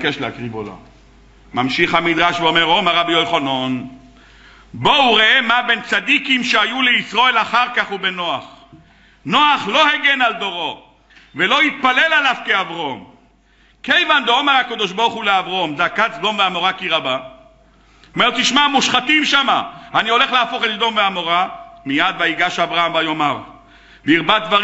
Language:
Hebrew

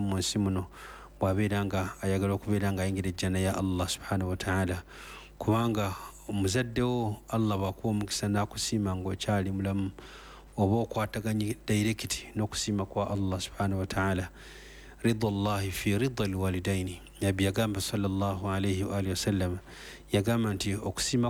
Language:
Ganda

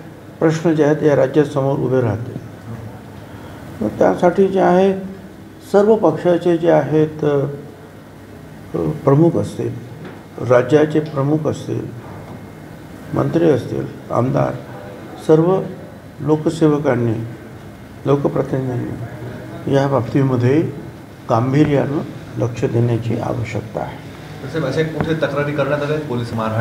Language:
Marathi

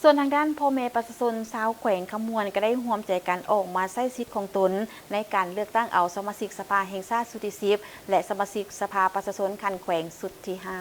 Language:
Lao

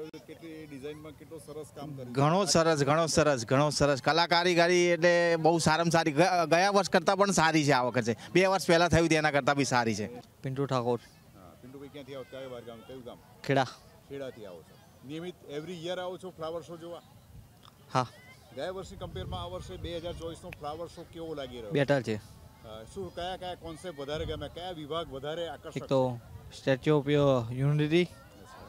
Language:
Gujarati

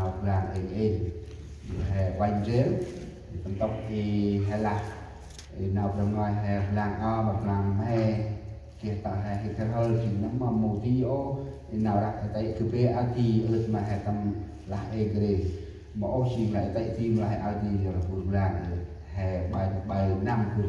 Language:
Central Mnong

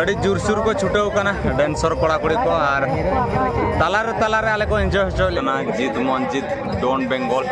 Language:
Santali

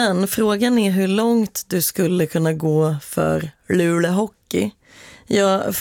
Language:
Swedish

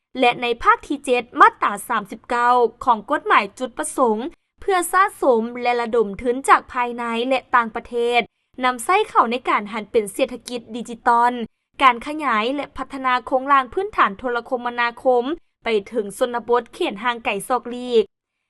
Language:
Lao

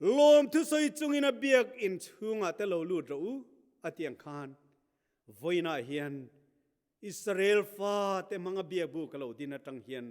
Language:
Mizo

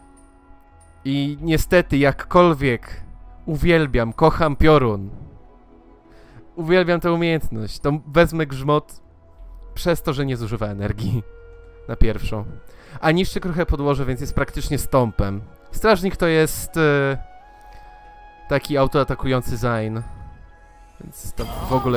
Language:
Polish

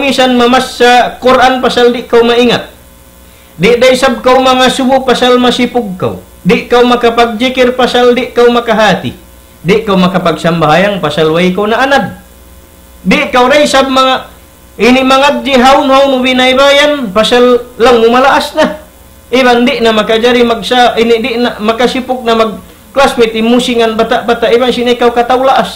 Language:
Tausug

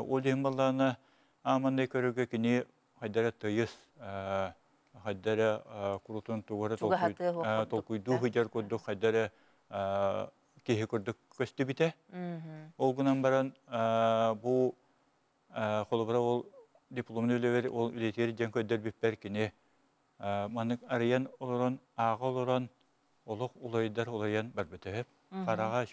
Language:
Yakut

